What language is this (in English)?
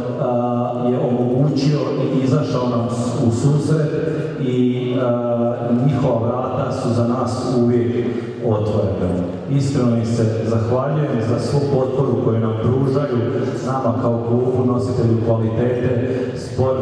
Croatian